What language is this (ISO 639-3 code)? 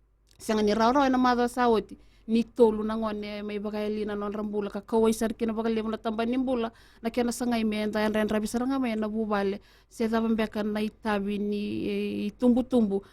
fij